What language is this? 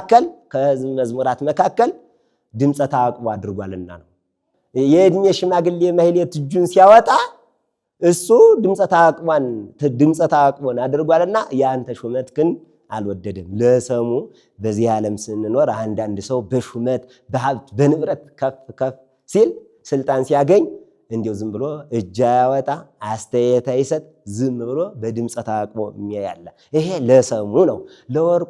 Amharic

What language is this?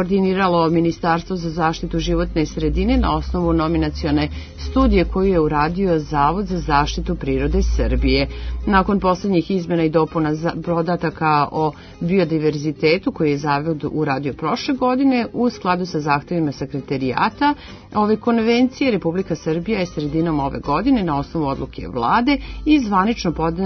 Serbian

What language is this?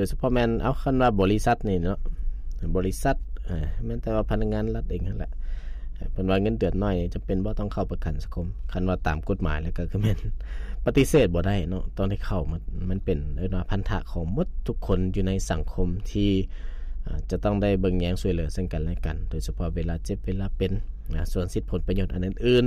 Lao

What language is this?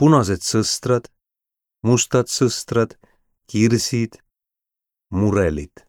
Estonian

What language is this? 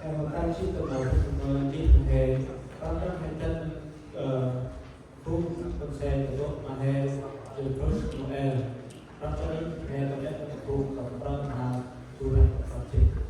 Central Mnong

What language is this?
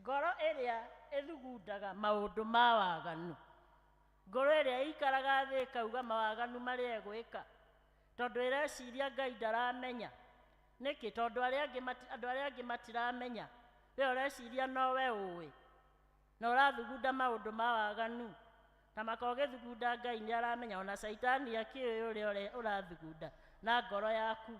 Kikuyu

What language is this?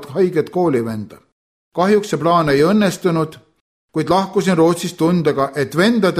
Estonian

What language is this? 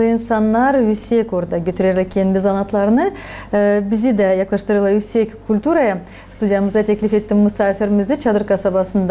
Gagauz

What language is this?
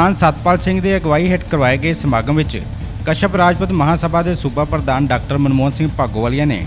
Punjabi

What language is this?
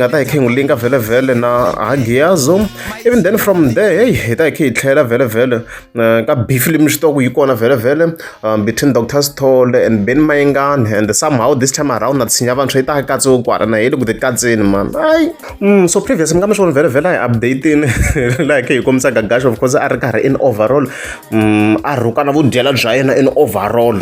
Tsonga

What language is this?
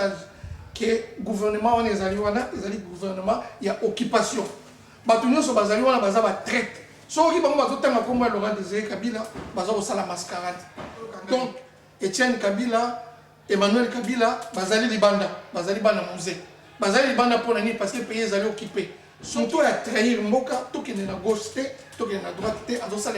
Lingala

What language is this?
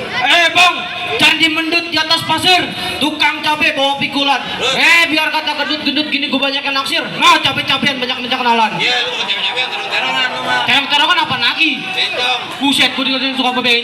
Betawi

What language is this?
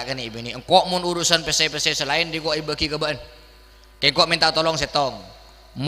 Madurese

